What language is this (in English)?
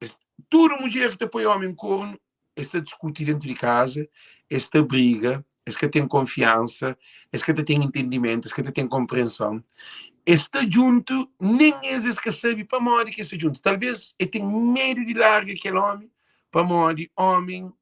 Kabuverdianu